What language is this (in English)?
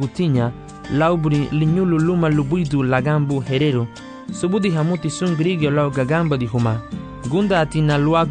Garifuna